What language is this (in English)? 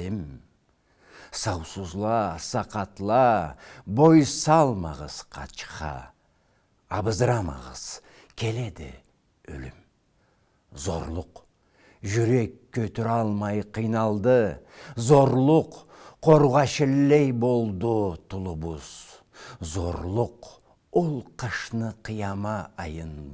Karachay-Balkar